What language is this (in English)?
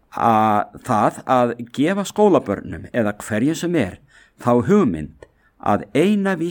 Icelandic